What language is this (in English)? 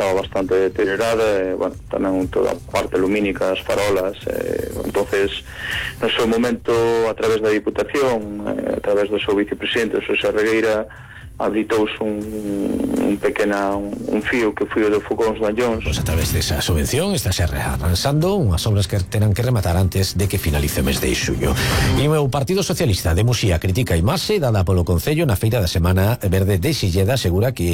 Galician